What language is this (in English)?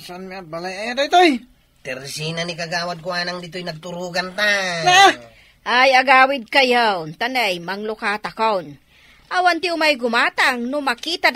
Iloko